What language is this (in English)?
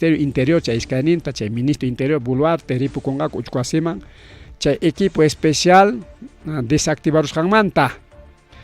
Ayacucho Quechua